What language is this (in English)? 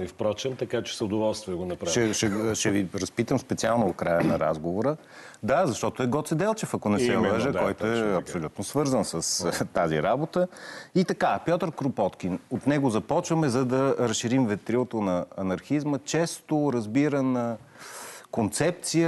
Bulgarian